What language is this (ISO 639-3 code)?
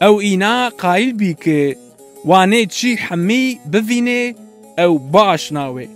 zza